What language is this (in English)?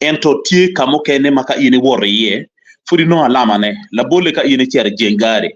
Acoli